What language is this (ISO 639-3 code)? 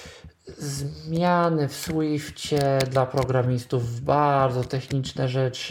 pol